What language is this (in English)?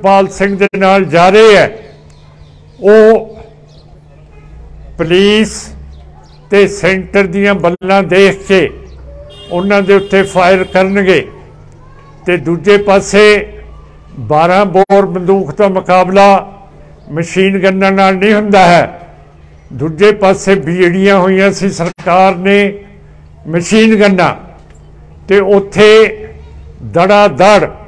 Punjabi